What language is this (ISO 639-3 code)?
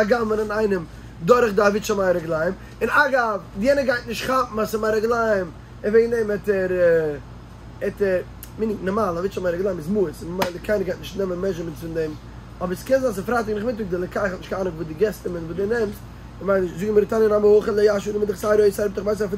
yid